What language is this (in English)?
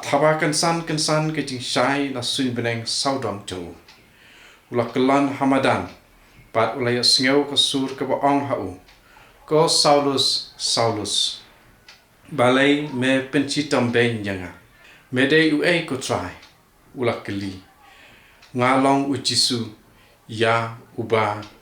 Khasi